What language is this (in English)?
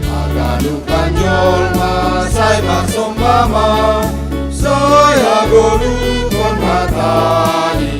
Batak Simalungun